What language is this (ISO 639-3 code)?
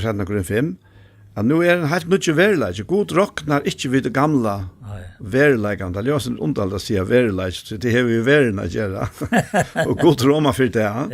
fao